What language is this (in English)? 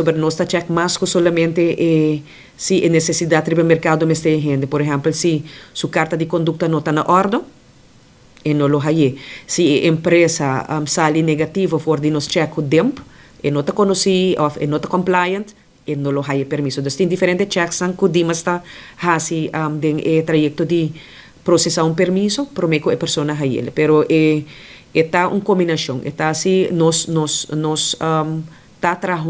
Papiamento